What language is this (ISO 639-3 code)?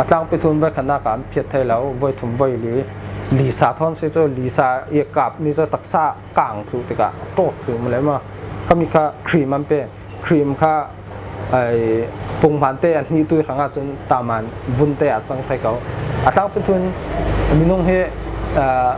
cfm